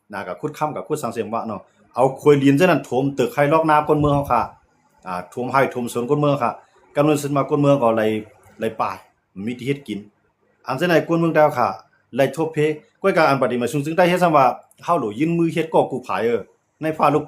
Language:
Shan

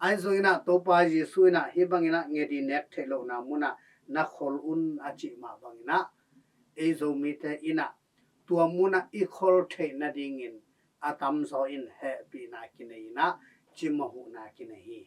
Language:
Tedim Chin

